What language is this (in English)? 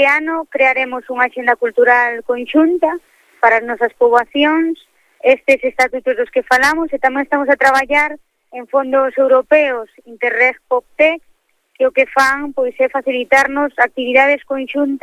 Galician